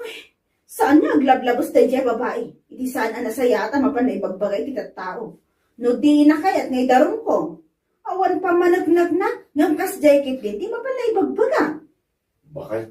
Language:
Iloko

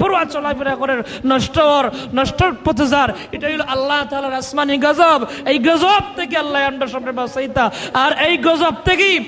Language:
Sylheti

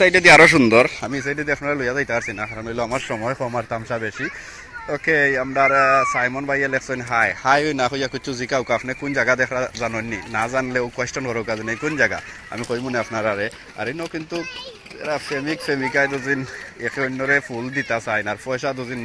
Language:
Sylheti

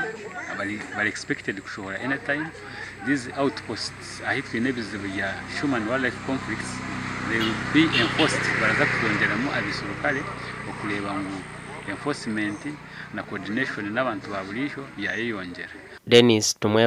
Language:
Nyankole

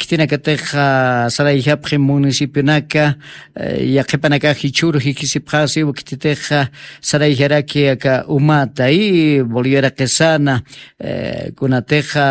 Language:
Aymara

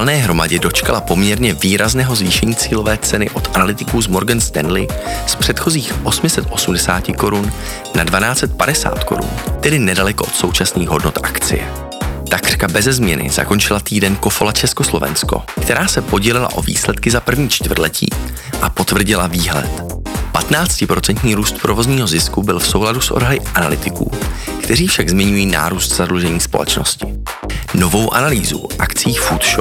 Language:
Czech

